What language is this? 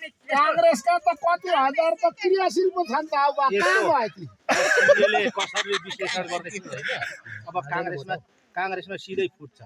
Nepali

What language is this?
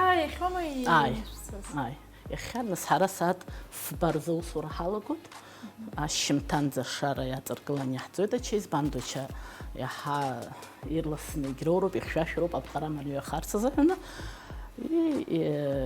Abkhazian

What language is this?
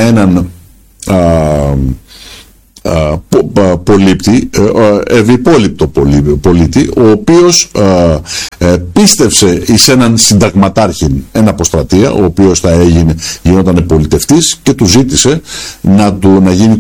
Greek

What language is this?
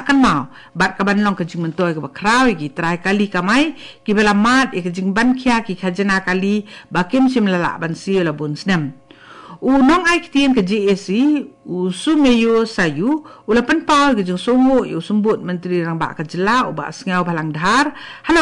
Khasi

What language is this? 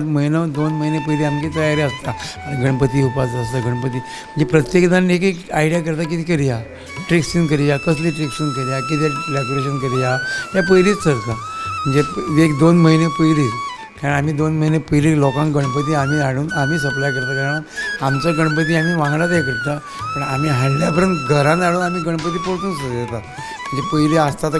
Konkani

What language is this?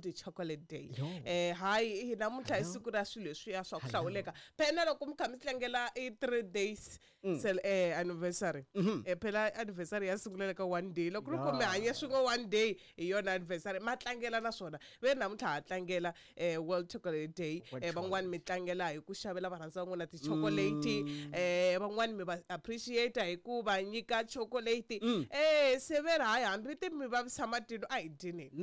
Tsonga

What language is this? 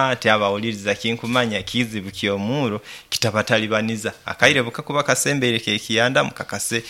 Nyoro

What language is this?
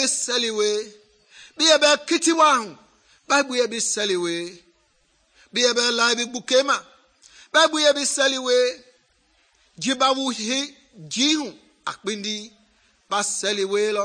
Mende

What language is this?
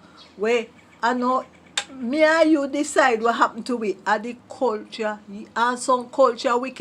Jamaican Creole English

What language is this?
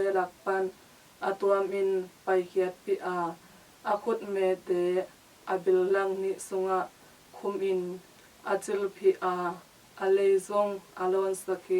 Tedim Chin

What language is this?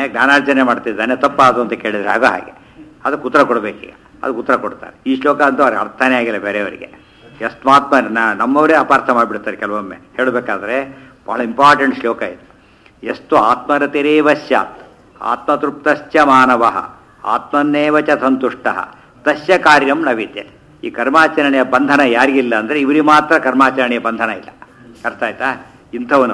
Kannada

